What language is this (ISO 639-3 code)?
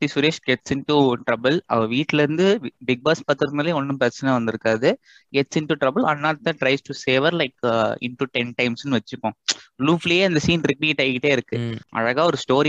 tam